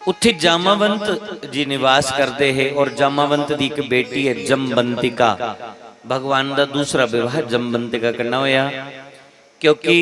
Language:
Dogri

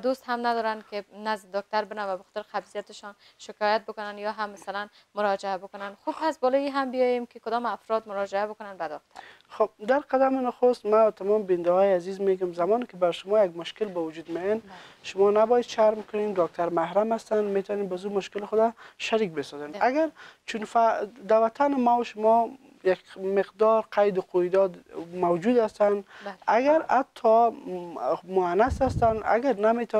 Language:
Persian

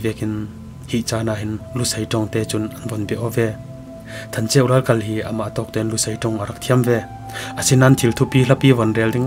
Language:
Falam Chin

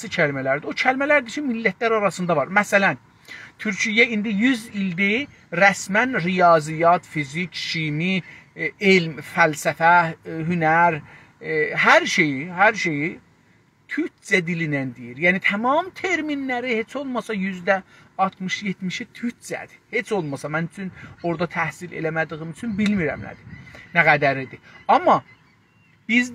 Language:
South Azerbaijani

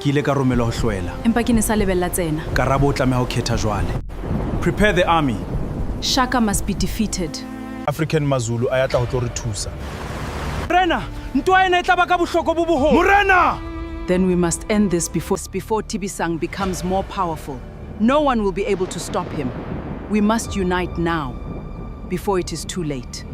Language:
Southern Sotho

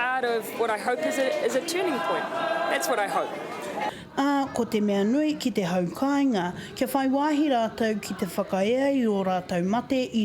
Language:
Māori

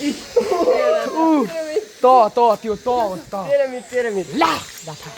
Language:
Nepali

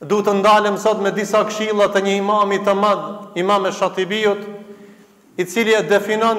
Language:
Albanian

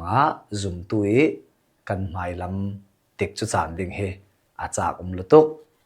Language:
Hakha Chin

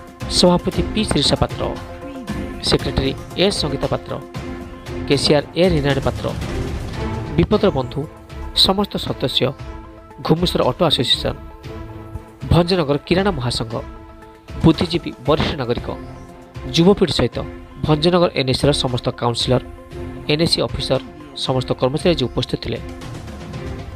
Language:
Odia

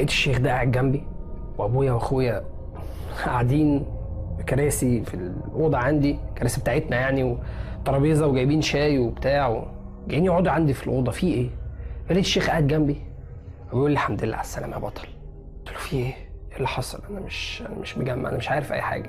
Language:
Egyptian Arabic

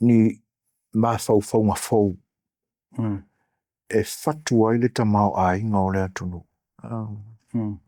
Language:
Samoan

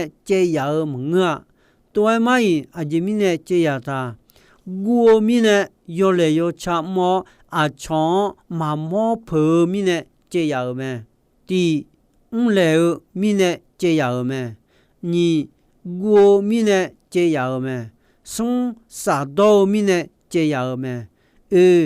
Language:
Akha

